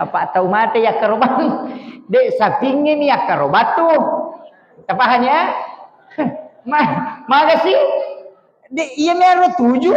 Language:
Buginese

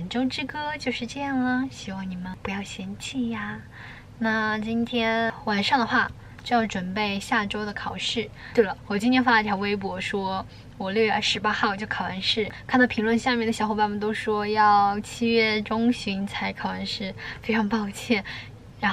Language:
Chinese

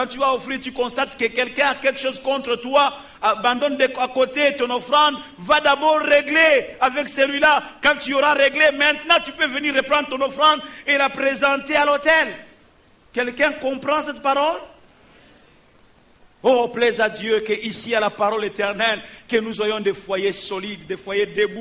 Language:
French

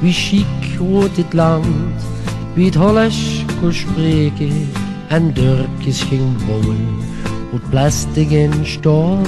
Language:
Limburgish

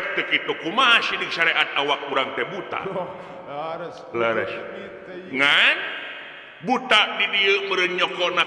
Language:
Sundanese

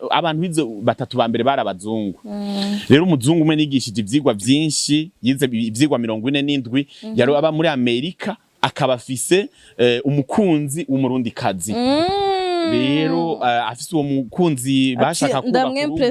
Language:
Rundi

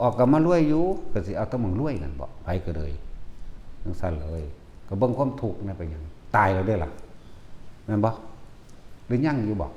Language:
Northeastern Thai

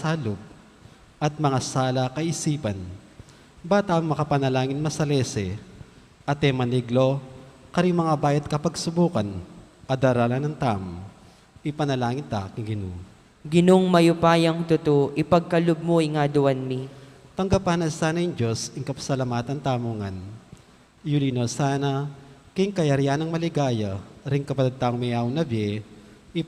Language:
Pampanga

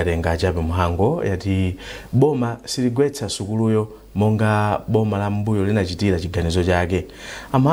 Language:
Nyanja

